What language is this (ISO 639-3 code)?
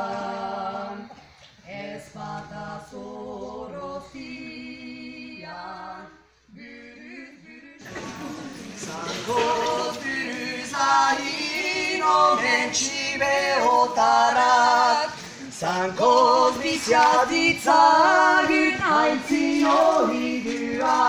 eus